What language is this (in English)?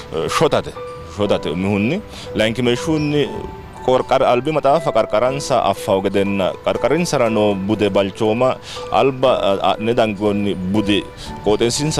Sidamo